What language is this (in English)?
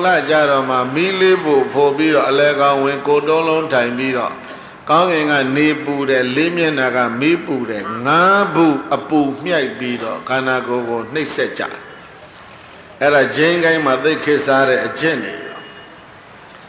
Burmese